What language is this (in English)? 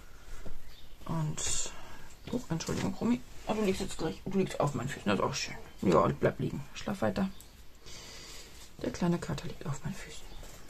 German